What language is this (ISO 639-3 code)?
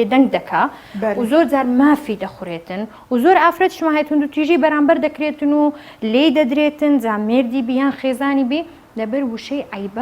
ckb